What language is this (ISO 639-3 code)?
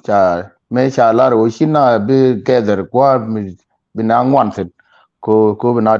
nus